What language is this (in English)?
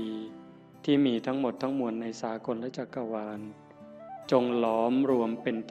Northeastern Thai